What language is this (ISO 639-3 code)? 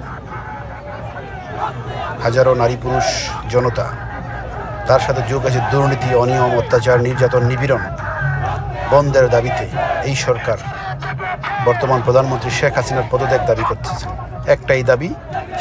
ben